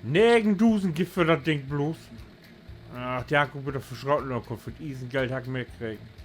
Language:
Low German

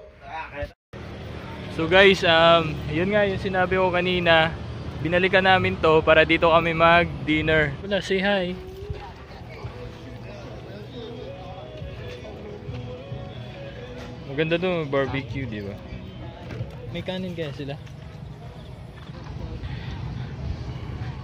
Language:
Filipino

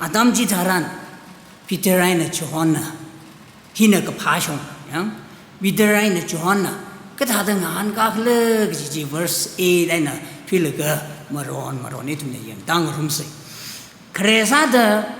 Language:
Tangkhul Naga (India)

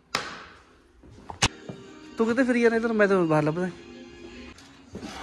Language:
Punjabi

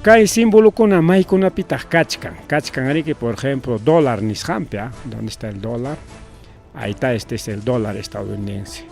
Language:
Ayacucho Quechua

